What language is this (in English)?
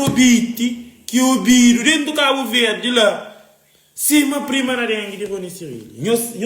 Kabuverdianu